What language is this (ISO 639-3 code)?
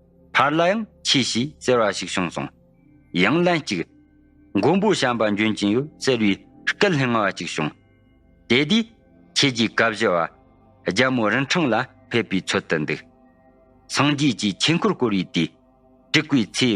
bod